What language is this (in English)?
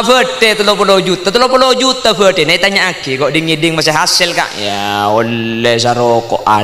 Madurese